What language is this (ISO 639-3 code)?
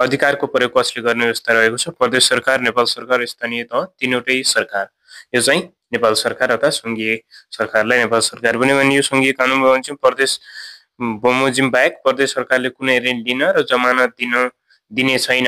nep